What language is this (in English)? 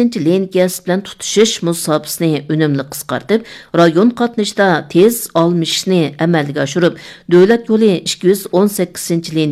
Uyghur